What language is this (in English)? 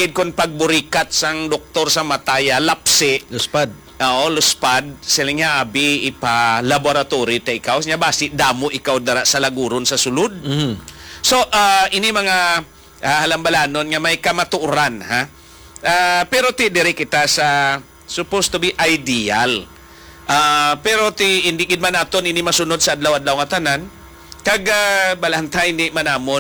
Hiligaynon